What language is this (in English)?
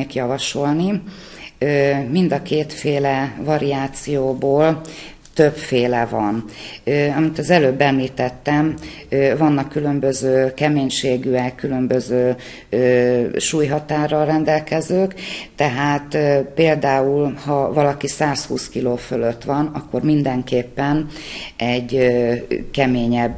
Hungarian